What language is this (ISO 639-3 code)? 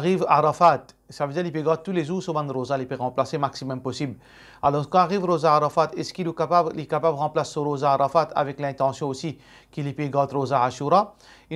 mfe